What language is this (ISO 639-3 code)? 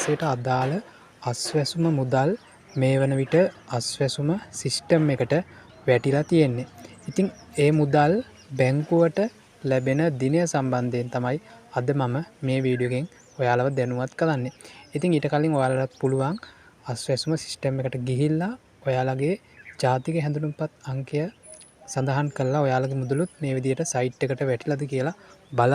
sin